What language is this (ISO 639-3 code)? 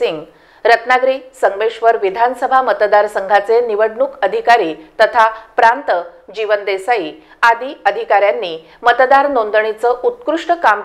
mar